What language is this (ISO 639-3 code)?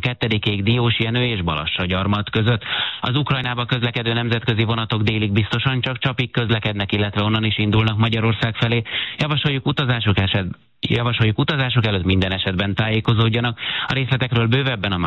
hun